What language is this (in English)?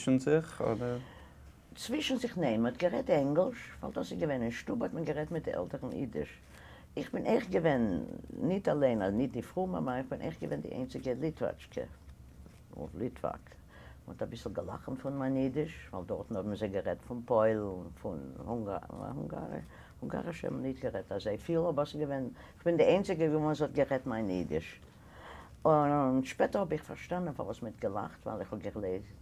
Yiddish